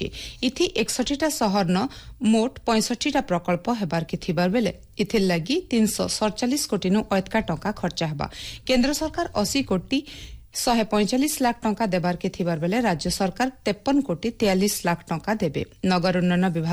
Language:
Odia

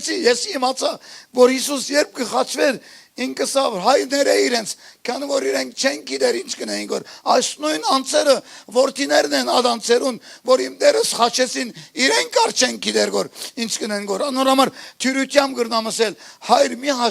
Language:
Western Armenian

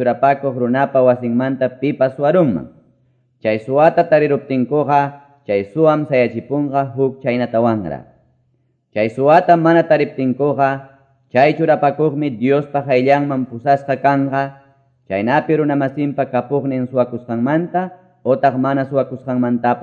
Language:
Quechua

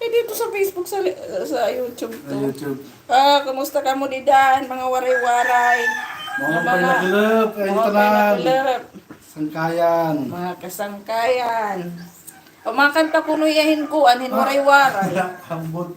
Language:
Waray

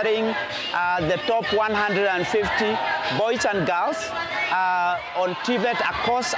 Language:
Kamba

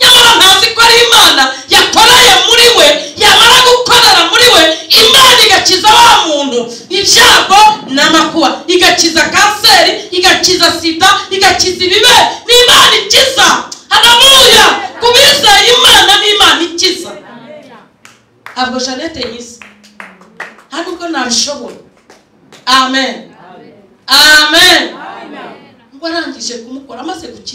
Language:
Kinyarwanda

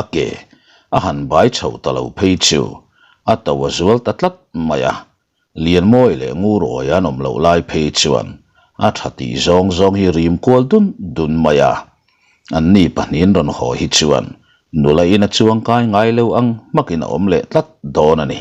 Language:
Mizo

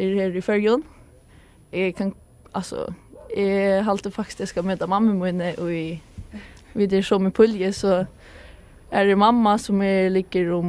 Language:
Faroese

